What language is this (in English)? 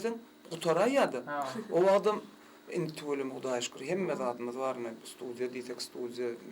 Turkmen